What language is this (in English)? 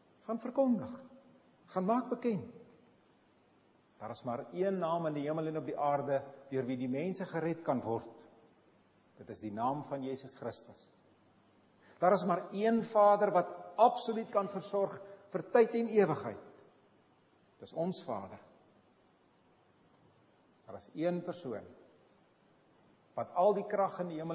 Afrikaans